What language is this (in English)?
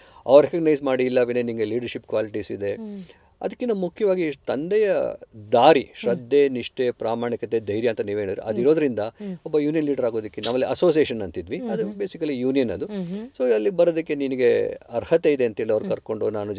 Kannada